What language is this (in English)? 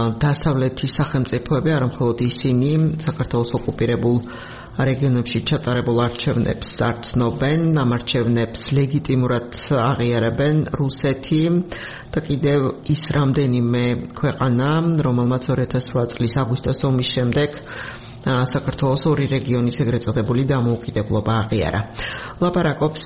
Georgian